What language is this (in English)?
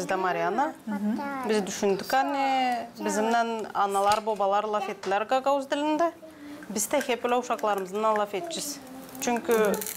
Gagauz